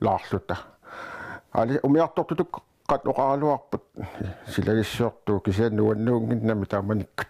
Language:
Kalaallisut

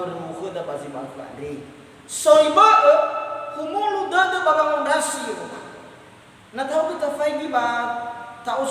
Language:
Nias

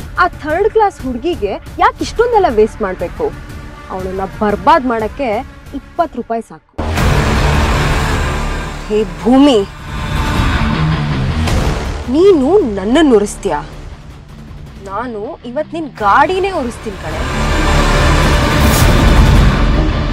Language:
Kannada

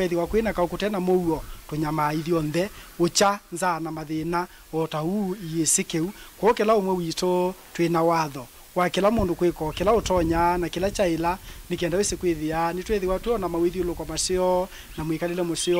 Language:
Kamba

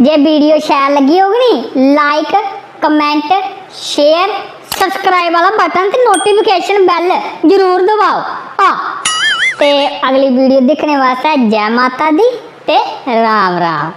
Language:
Dogri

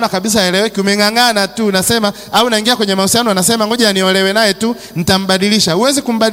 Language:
Swahili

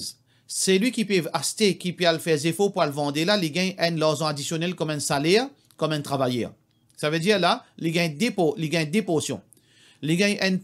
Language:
Morisyen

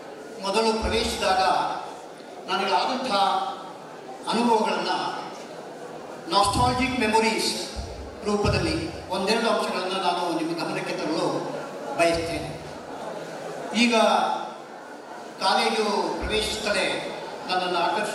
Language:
Kannada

